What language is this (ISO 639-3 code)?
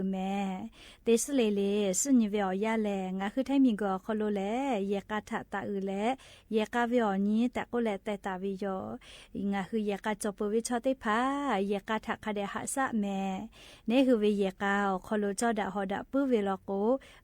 lhu